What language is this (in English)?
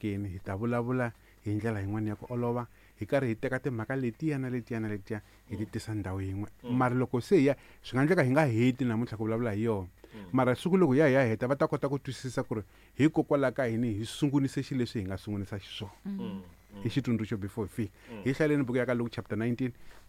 Tsonga